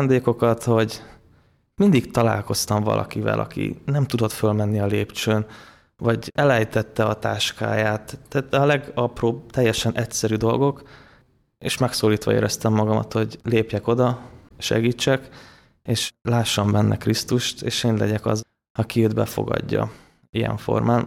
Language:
Hungarian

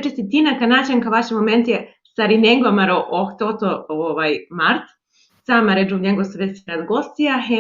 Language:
Balkan Romani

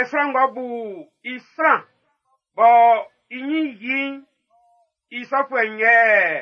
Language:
Baoulé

